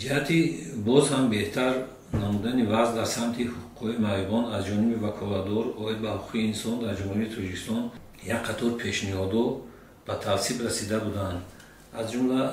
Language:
Tajik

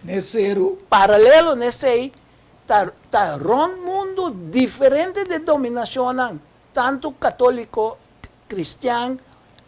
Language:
Papiamento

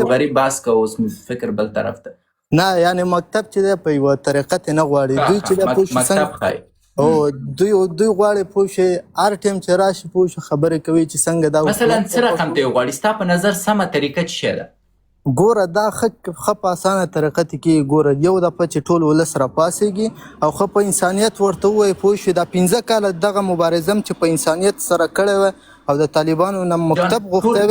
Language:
Pashto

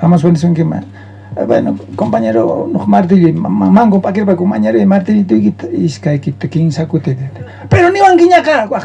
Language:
South Bolivian Quechua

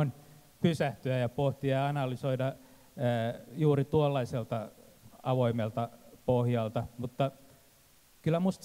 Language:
Finnish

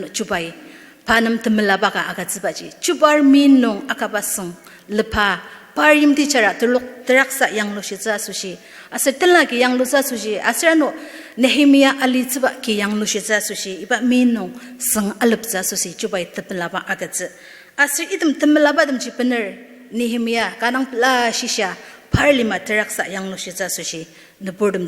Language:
Ao Naga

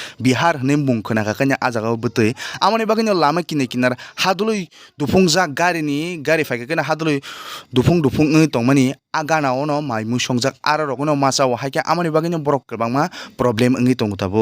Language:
Kok Borok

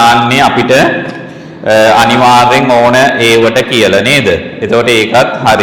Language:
Sinhala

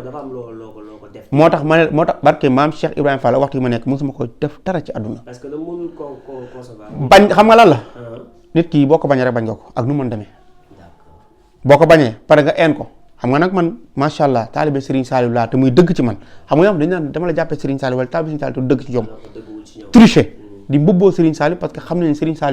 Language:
Wolof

